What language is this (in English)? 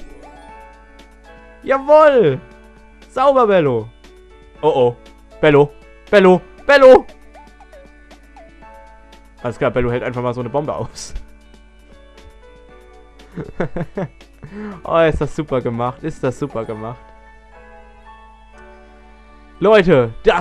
German